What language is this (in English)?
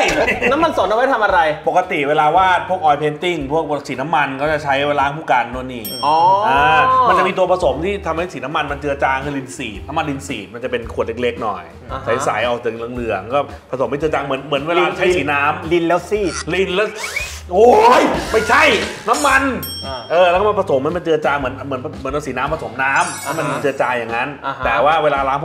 Thai